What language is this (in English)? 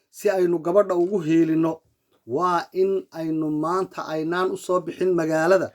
Somali